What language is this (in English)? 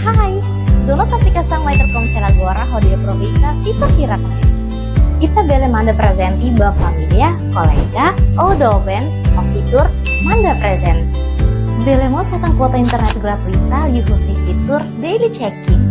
Tetum